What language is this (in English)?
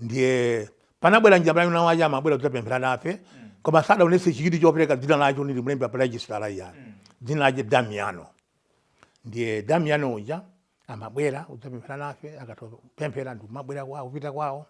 Nyanja